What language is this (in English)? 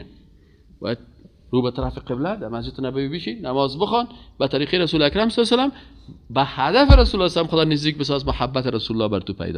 Persian